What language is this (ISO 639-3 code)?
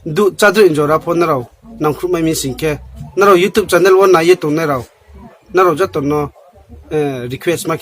ria